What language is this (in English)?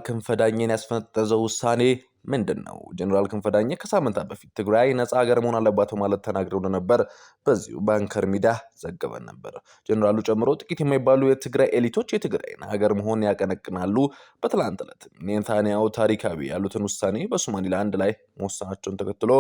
Amharic